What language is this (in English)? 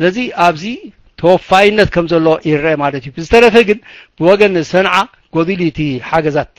Tigrinya